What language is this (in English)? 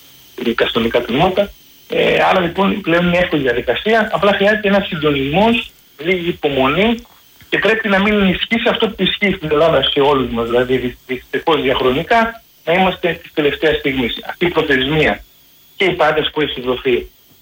Greek